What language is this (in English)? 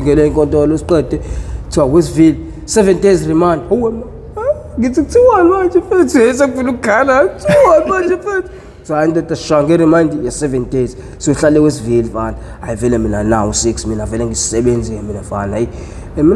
Zulu